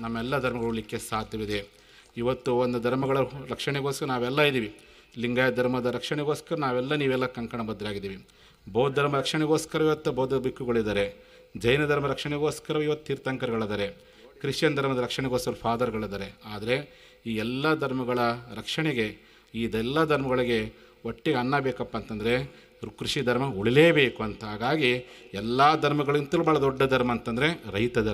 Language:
Kannada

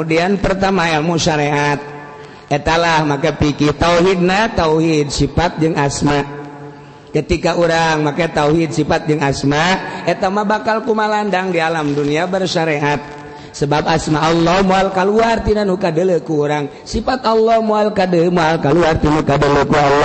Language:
Sundanese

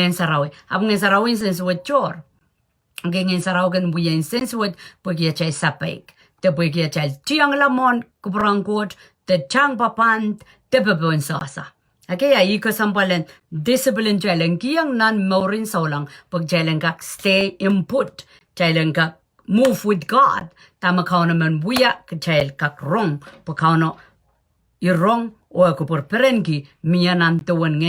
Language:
Pohnpeian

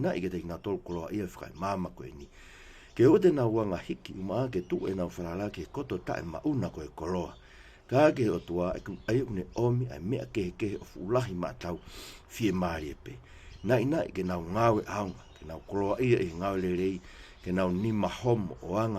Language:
Tongan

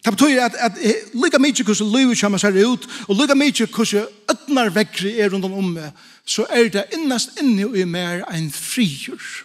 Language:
Faroese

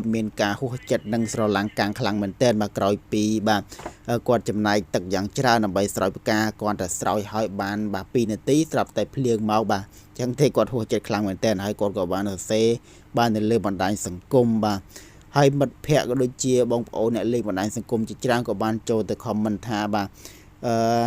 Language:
Khmer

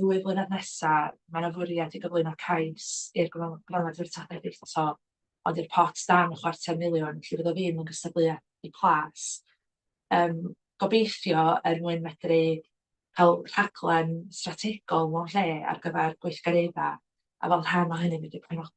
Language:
Welsh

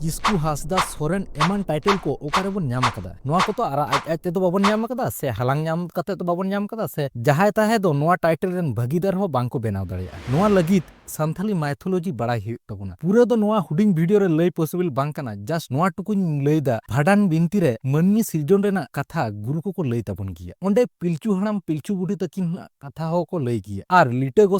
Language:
Santali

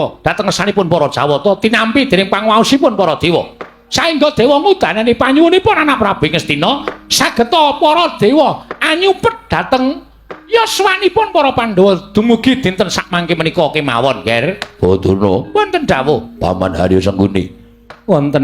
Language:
Javanese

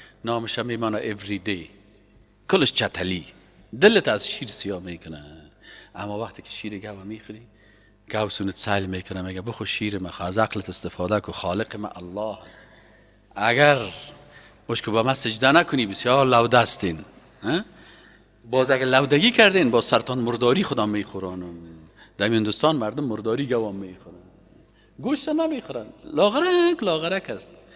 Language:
Persian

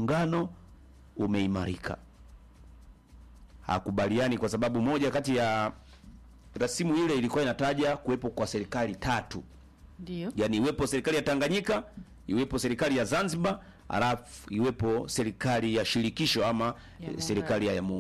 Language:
Swahili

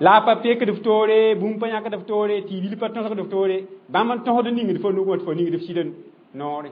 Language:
Mossi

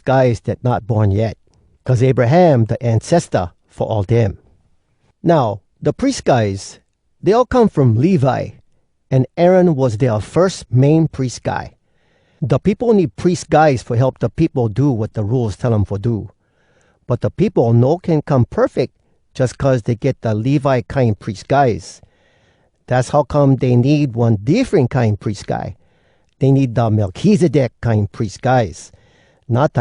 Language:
Hawai'i Creole English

